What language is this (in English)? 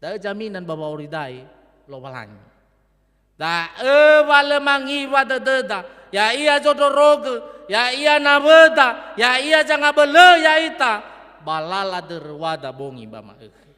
Nias